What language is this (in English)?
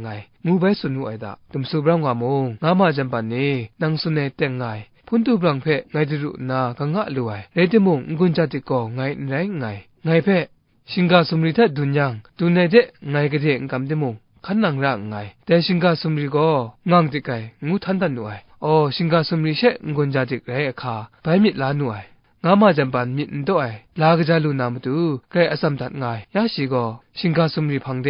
Kachin